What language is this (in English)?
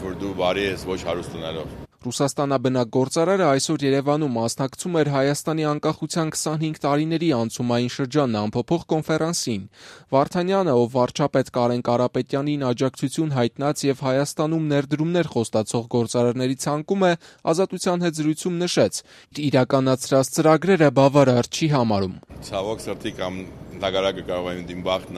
Armenian